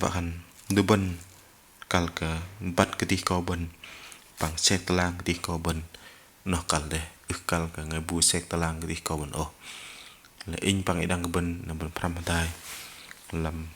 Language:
Bahnar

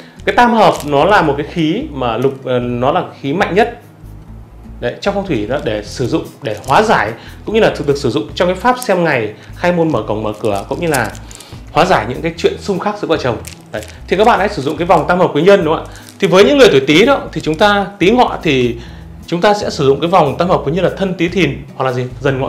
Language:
Vietnamese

